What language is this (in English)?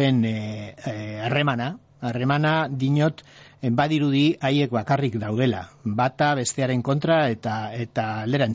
Basque